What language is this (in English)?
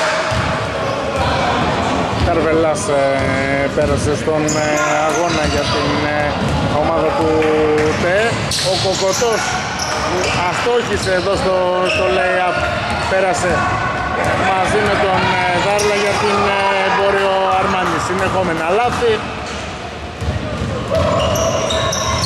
Greek